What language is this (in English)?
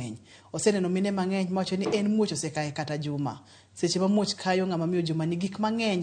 Luo (Kenya and Tanzania)